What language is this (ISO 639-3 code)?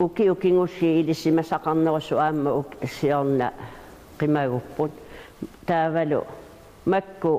kal